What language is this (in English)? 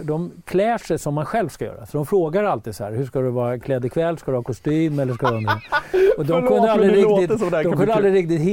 Swedish